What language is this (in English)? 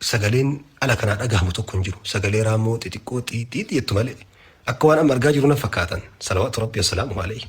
Oromo